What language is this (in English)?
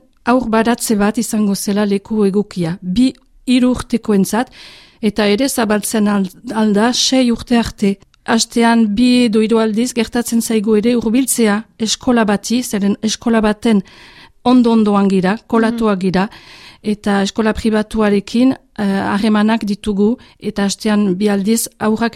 Basque